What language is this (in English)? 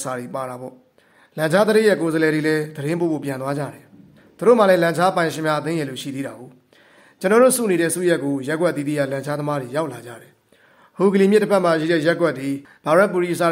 Burmese